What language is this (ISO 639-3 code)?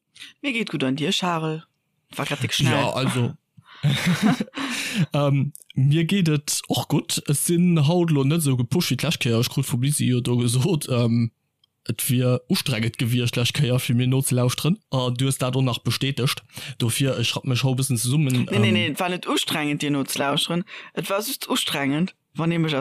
ltz